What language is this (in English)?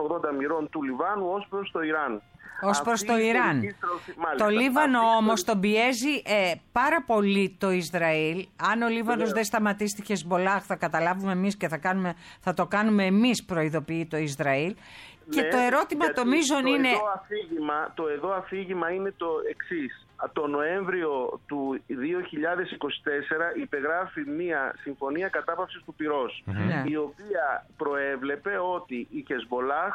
Greek